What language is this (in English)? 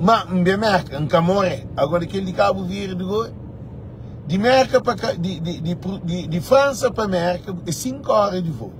Kabuverdianu